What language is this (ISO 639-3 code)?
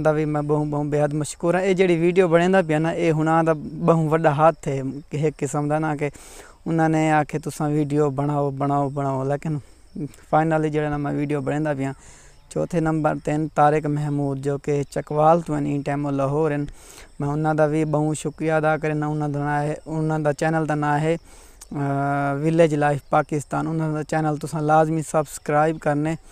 skr